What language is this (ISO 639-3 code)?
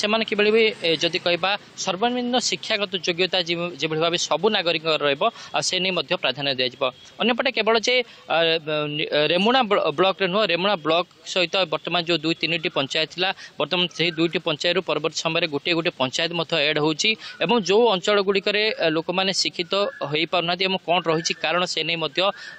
ori